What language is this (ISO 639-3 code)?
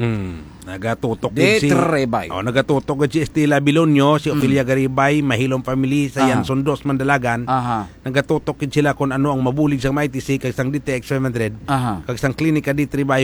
hil